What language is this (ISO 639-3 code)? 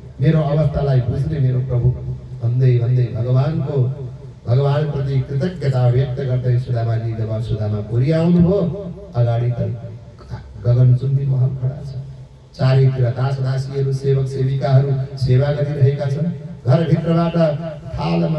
nep